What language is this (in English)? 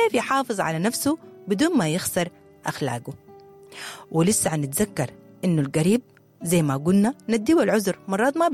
Sudanese Arabic